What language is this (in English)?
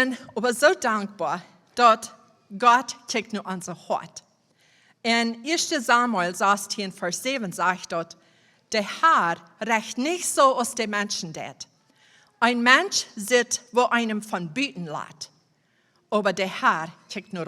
Plautdietsch